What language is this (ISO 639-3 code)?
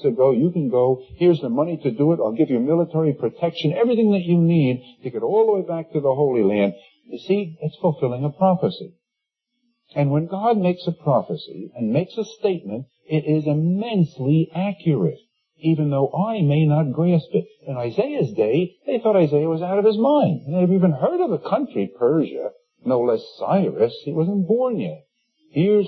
eng